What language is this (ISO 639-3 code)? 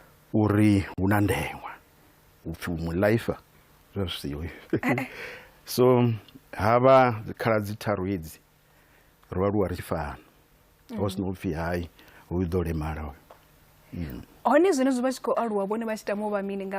ven